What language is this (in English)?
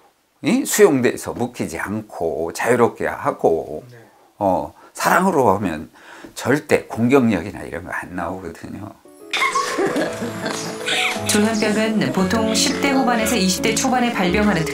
Korean